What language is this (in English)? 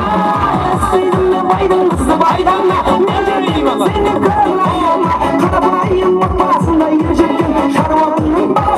Kara-Kalpak